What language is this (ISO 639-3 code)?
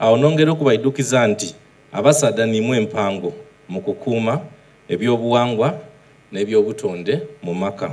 xog